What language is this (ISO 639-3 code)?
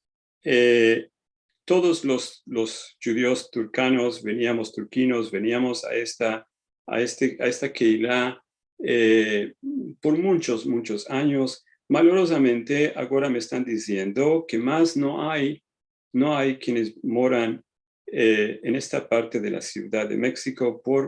lad